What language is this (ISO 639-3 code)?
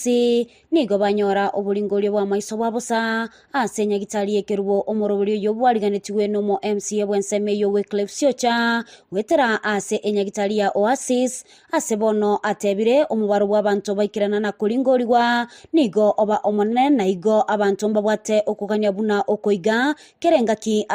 guz